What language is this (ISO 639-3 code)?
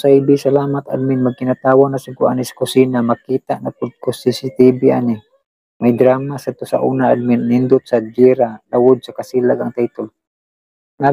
ceb